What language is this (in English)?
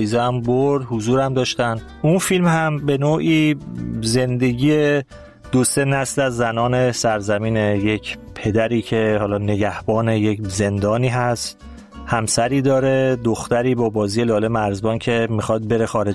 Persian